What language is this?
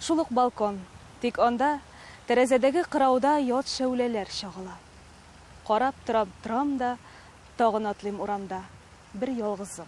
Tatar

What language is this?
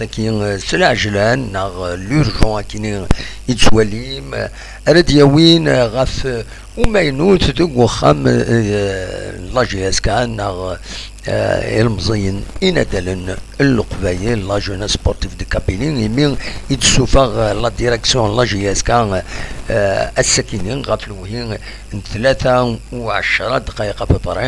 Kabyle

